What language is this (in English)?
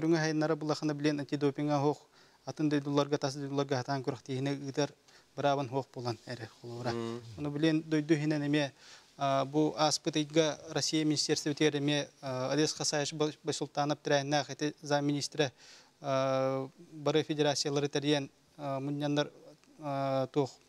Yakut